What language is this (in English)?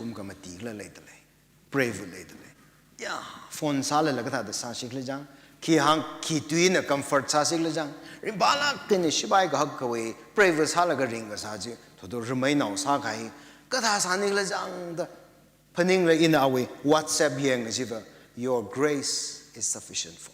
Tangkhul Naga (India)